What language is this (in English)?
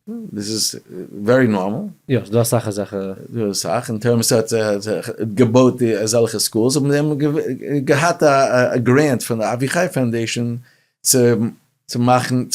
Yiddish